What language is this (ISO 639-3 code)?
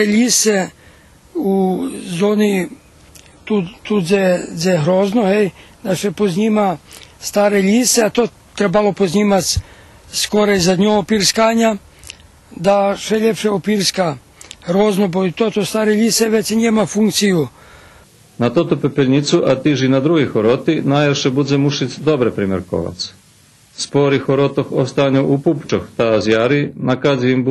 rue